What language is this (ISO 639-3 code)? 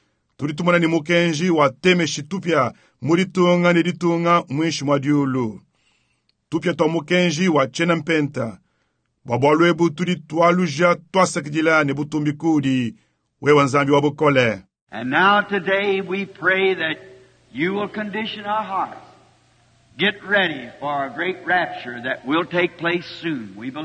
lua